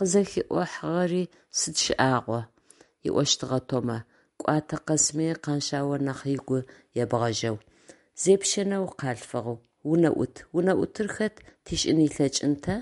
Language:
Adyghe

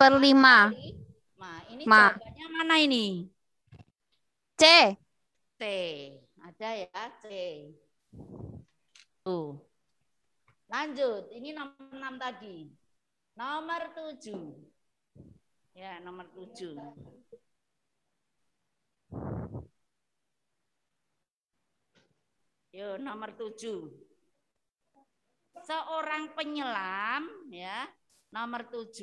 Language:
Indonesian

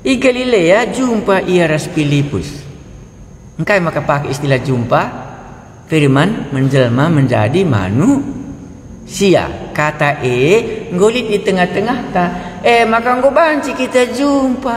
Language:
Batak Karo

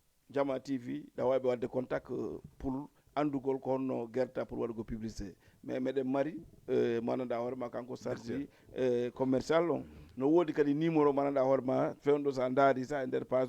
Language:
Fula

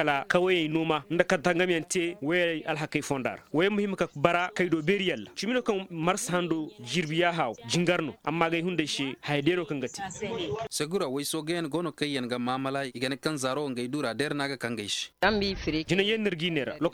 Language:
Koyraboro Senni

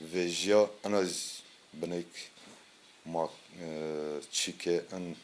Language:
Zaza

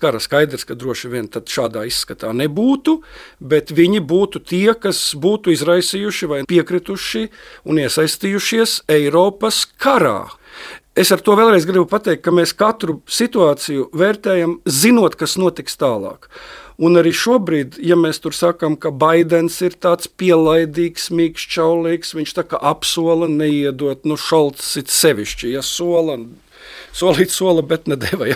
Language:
Latvian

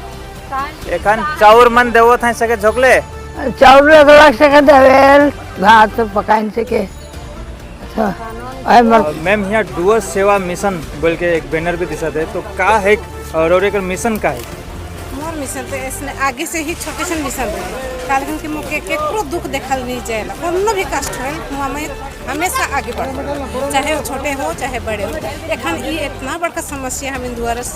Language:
Sadri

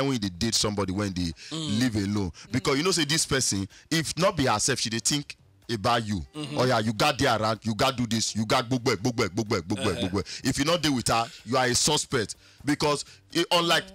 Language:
Nigerian Pidgin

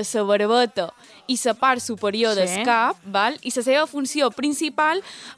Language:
Catalan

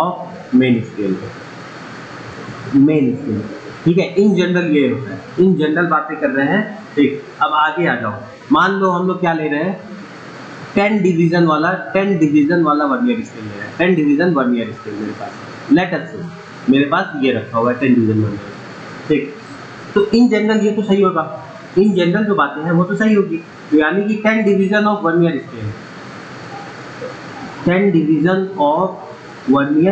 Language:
Hindi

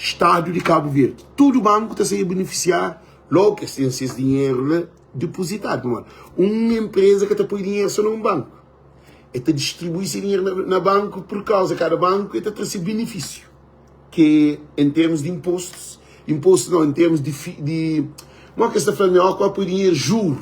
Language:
Kabuverdianu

